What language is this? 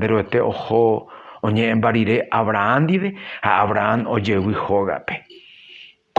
Guarani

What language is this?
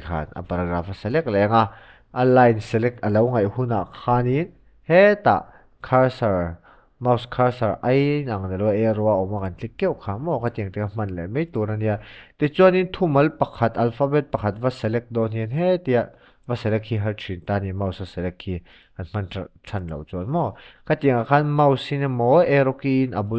Mizo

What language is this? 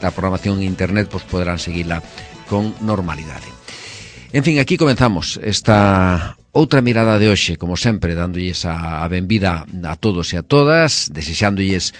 Galician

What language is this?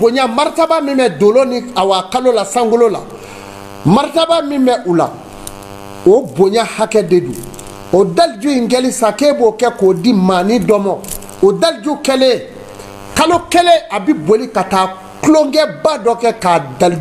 Bambara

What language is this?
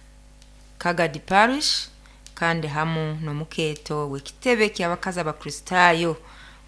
Nyoro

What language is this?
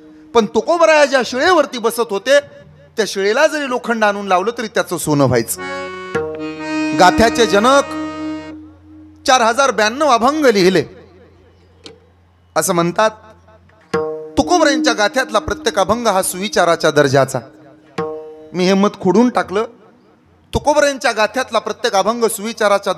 Marathi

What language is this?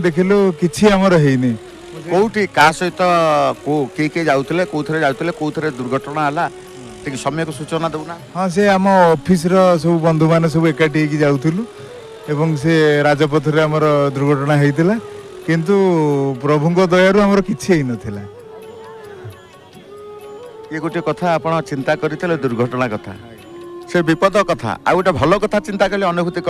Odia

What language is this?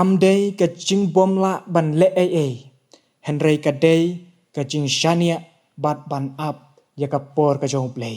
Khasi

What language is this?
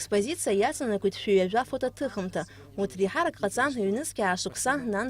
Abkhazian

